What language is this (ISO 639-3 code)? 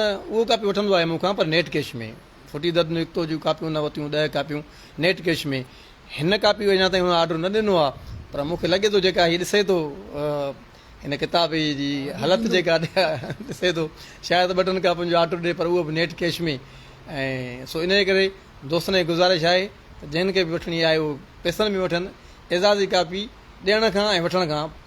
snd